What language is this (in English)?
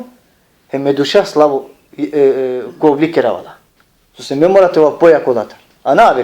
Balkan Romani